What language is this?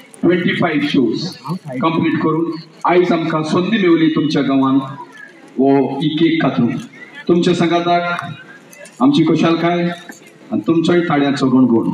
Konkani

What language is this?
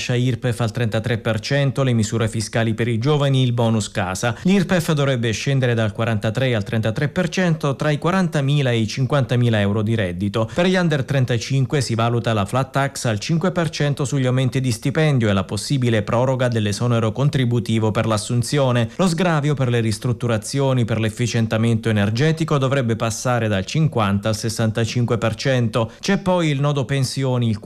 Italian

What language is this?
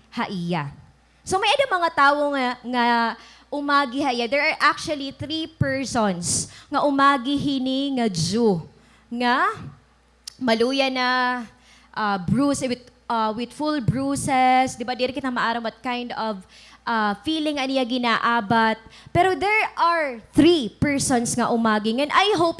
Waray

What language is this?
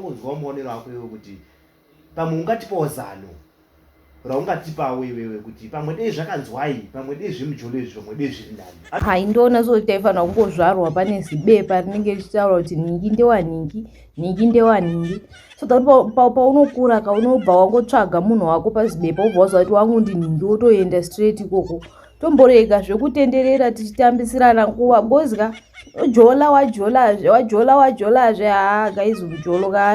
Shona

